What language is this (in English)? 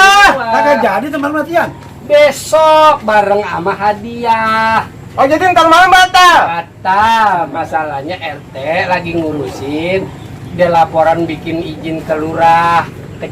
Betawi